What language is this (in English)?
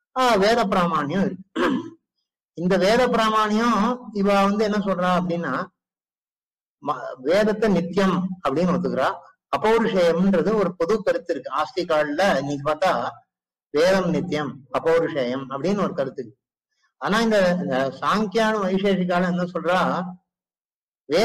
Tamil